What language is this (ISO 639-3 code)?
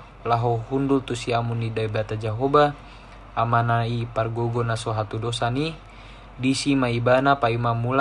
bbc